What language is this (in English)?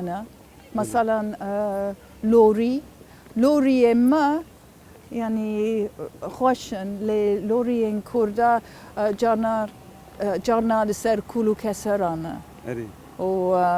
Kurdish